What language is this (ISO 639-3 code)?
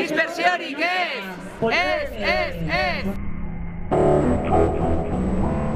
eus